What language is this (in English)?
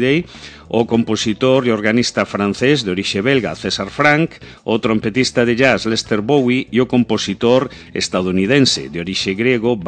Galician